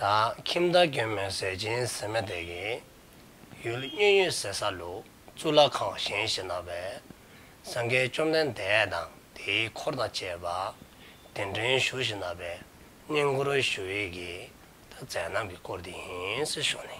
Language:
Dzongkha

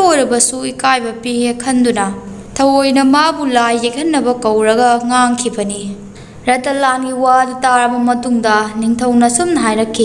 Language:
Manipuri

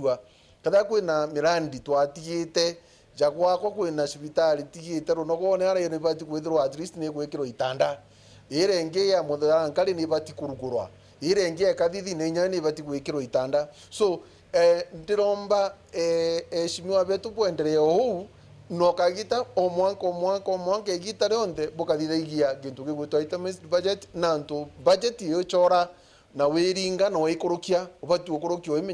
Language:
Meru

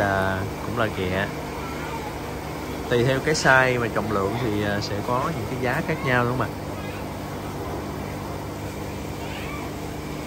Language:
Vietnamese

